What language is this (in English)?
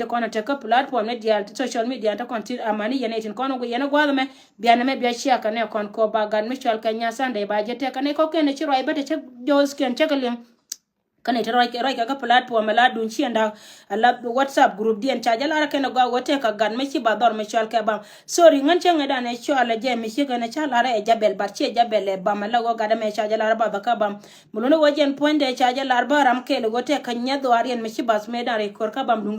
Nuer